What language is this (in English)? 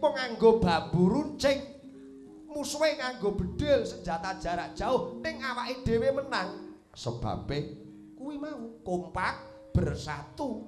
Javanese